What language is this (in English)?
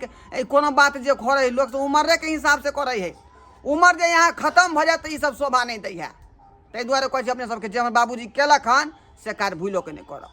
Maithili